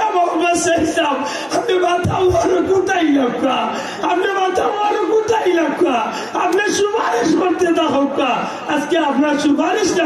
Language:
Sylheti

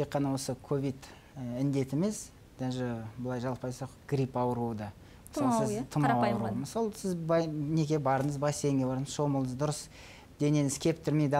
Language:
Kazakh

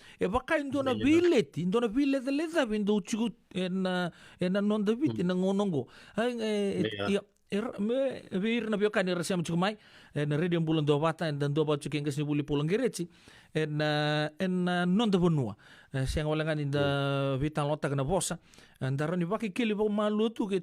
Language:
Fijian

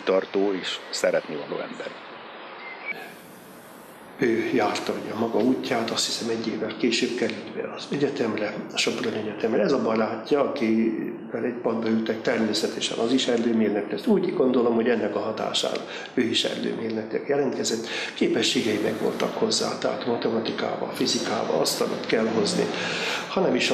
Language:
Hungarian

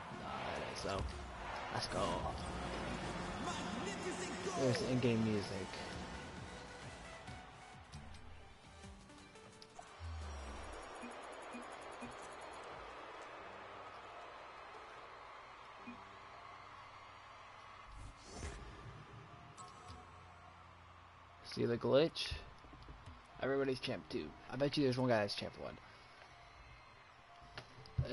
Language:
English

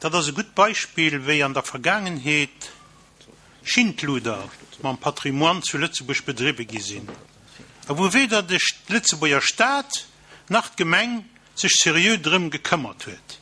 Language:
Luxembourgish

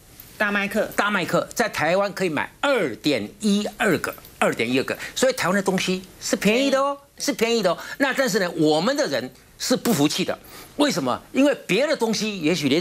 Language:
Chinese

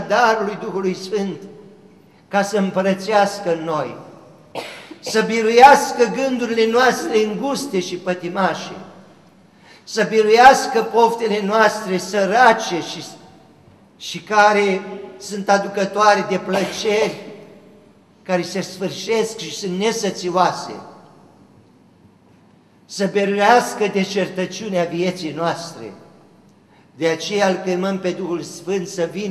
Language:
Romanian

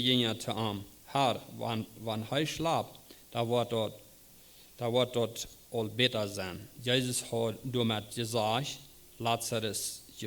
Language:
Plautdietsch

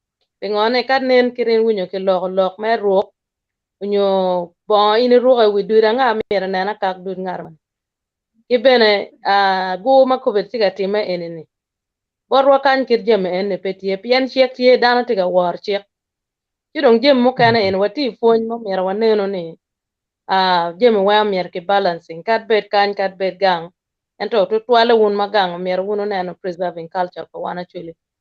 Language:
Acoli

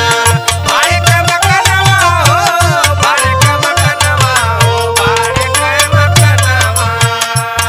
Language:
Bhojpuri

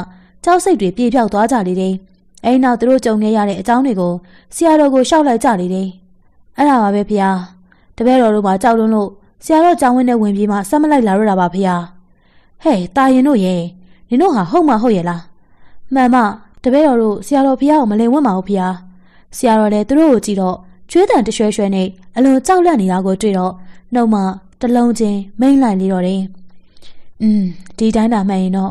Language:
Burmese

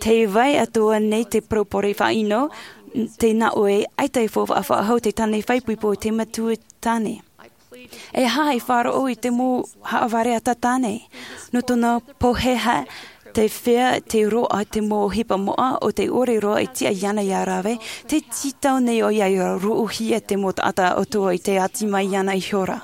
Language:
Tahitian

